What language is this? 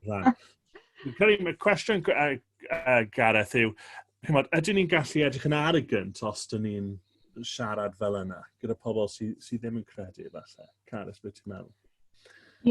Welsh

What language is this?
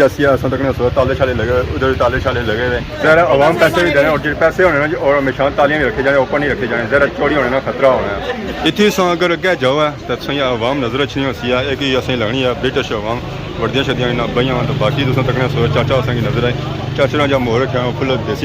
Pahari-Potwari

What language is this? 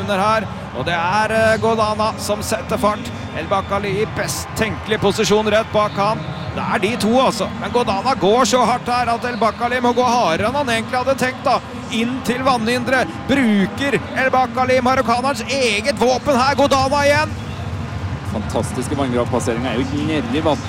Norwegian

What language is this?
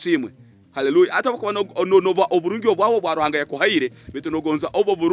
Tooro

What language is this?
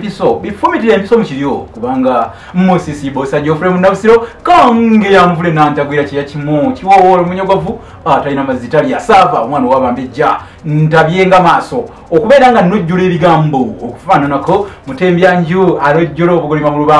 Ganda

